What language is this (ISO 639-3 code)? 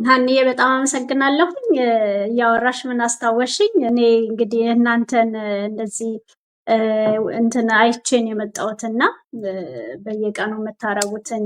amh